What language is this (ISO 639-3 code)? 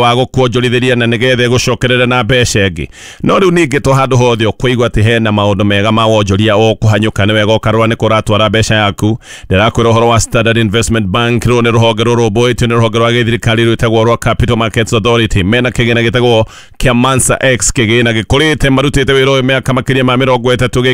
kik